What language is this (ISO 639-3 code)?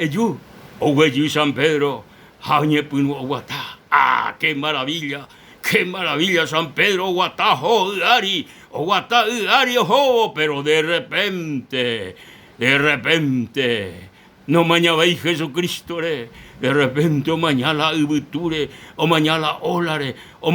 grn